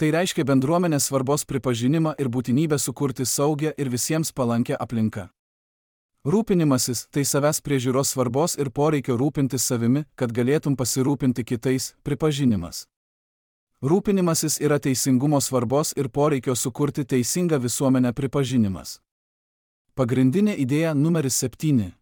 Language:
Lithuanian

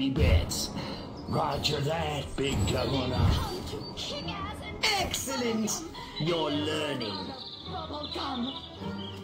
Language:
English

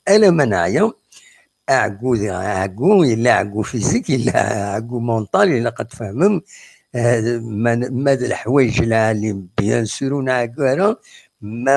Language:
Kabyle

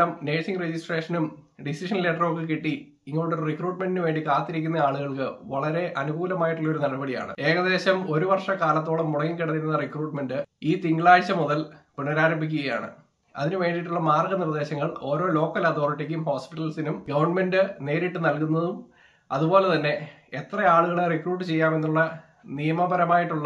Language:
Malayalam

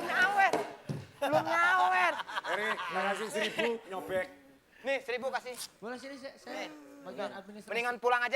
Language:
Betawi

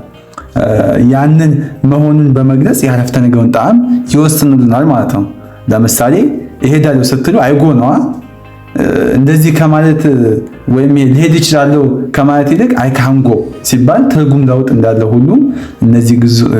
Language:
Amharic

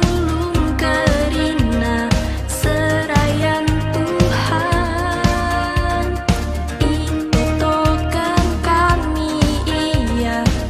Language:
Batak Karo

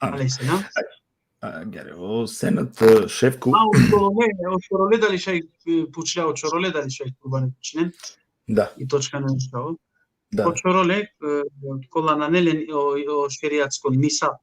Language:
Balkan Romani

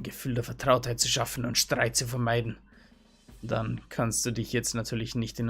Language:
Bavarian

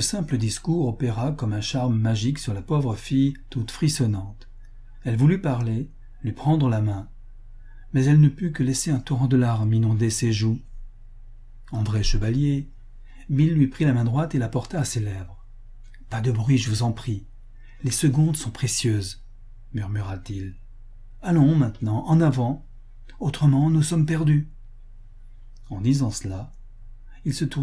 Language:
French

